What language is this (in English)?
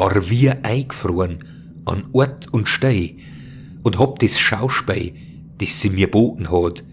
Bavarian